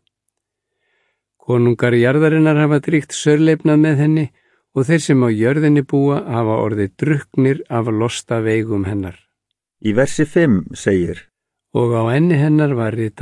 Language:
Icelandic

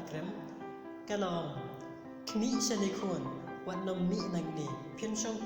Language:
Khasi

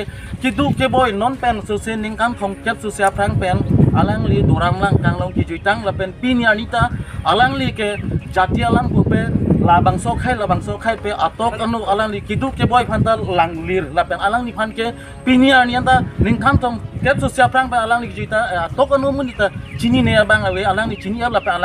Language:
Karbi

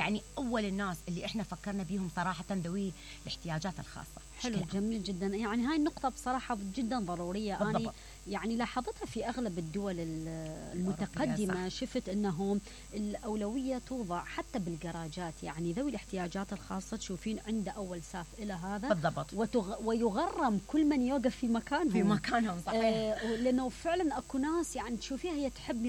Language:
Mesopotamian Arabic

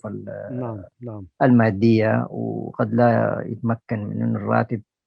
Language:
Sudanese Arabic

